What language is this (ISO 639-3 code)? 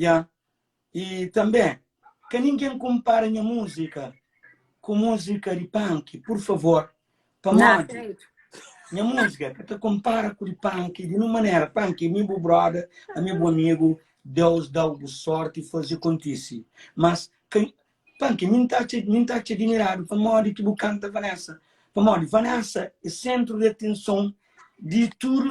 kea